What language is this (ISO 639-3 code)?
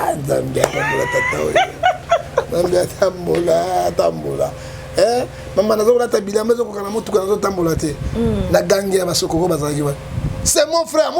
lin